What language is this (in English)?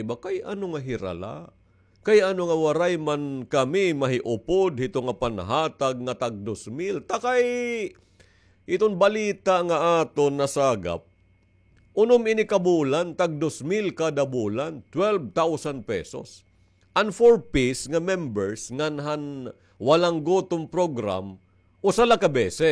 Waray